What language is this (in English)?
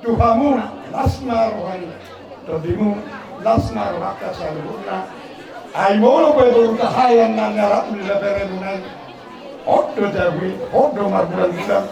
Batak Toba